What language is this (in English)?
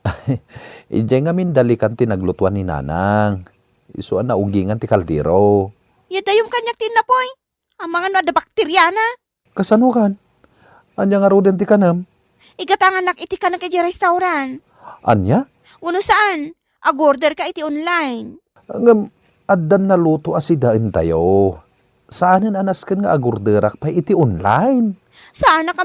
Iloko